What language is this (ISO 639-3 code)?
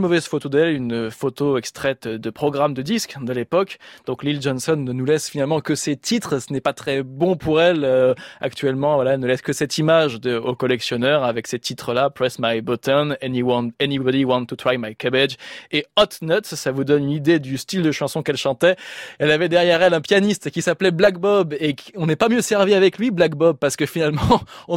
fra